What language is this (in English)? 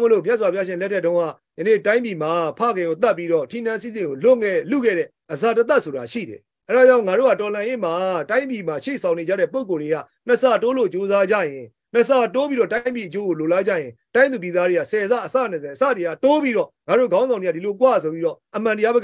Burmese